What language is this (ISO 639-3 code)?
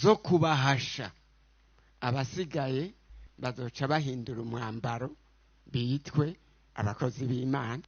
run